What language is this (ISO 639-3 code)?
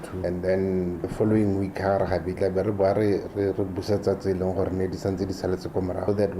tsn